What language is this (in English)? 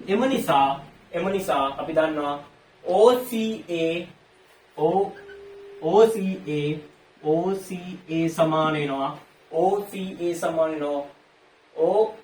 Sinhala